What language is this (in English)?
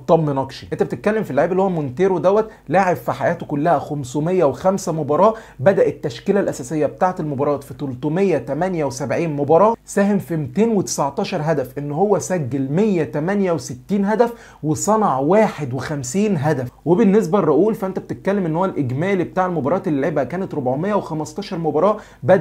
Egyptian Arabic